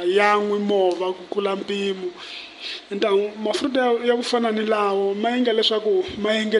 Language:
Tsonga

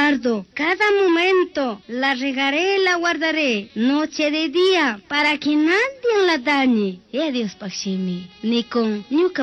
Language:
Chimborazo Highland Quichua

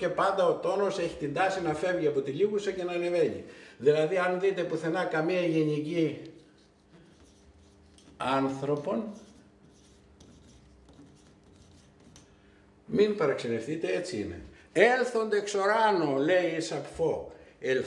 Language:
Greek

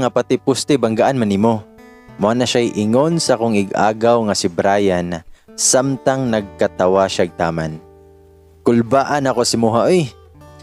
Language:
Cebuano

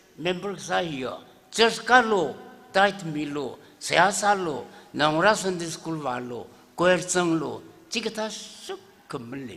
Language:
Tangkhul Naga (India)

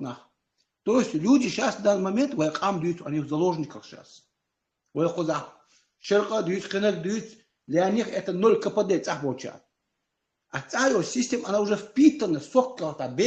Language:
Chechen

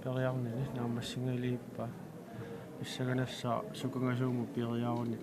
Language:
Kalaallisut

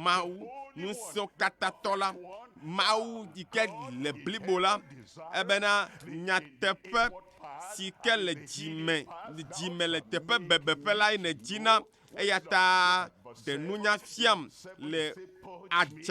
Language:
Ewe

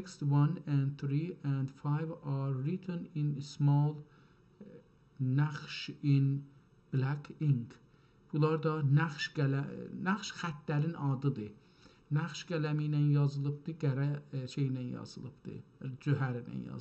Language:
South Azerbaijani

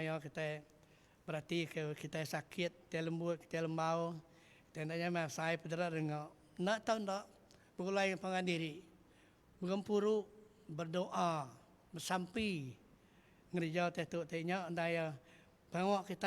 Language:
Iban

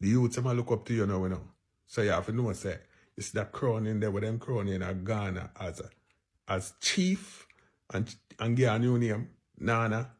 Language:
Jamaican Creole English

